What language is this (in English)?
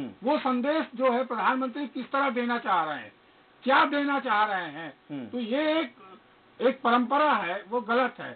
Hindi